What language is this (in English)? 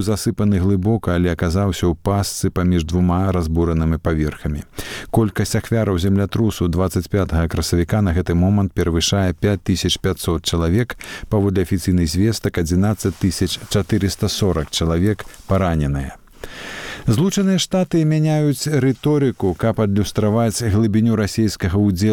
Belarusian